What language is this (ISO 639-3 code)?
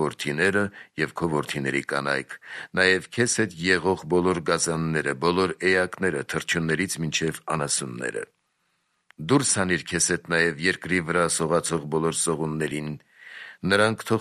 hye